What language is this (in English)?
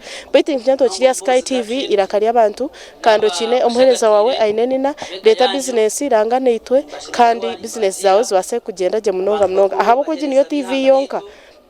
Nyankole